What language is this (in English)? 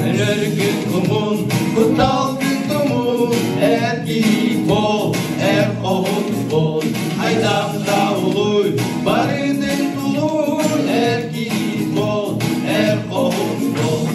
Yakut